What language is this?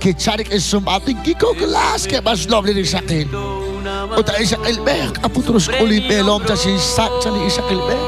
Kekchí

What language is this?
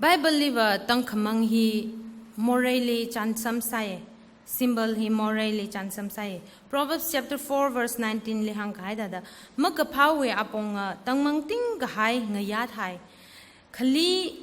Tangkhul Naga (India)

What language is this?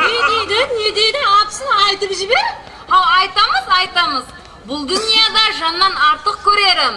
Kara-Kalpak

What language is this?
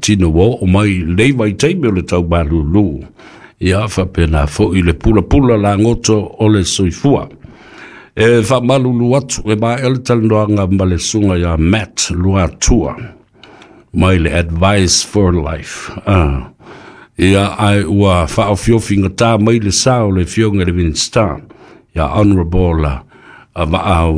Samoan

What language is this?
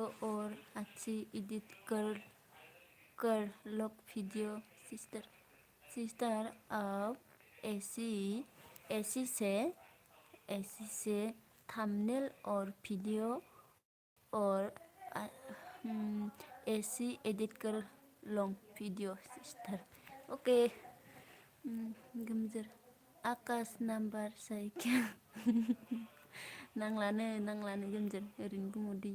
Bodo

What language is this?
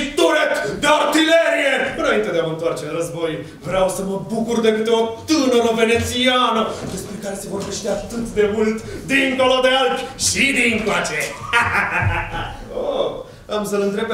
Romanian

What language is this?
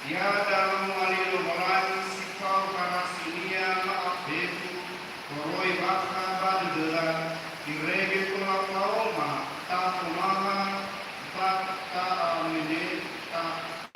Nias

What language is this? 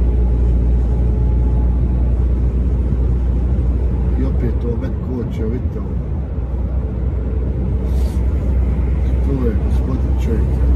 Croatian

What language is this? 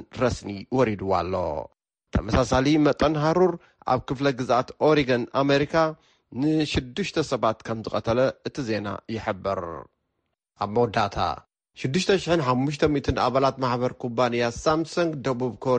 Tigrinya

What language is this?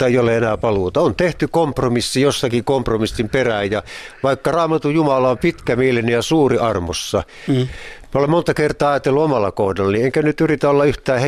Finnish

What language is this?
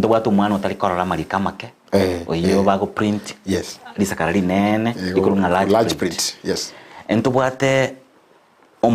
Gusii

